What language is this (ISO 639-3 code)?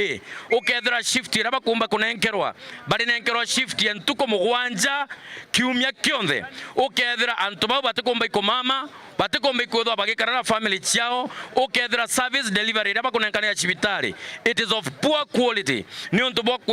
mer